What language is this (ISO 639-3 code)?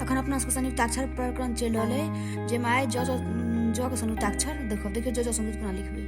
mai